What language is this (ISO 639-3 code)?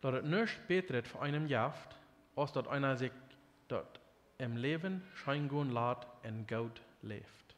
pdt